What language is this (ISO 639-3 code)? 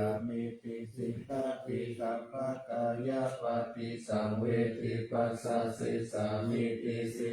pli